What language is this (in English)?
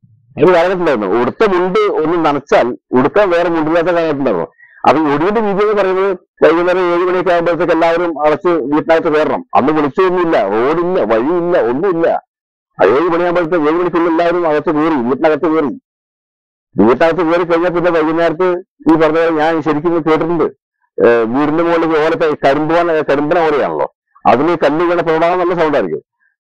Malayalam